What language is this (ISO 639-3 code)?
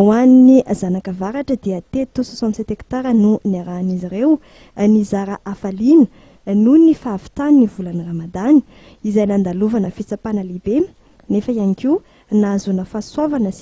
mlg